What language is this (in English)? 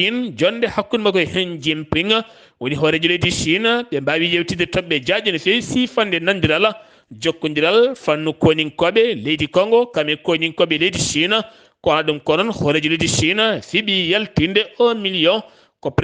Fula